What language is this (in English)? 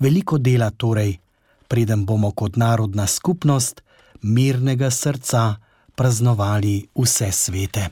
Slovenian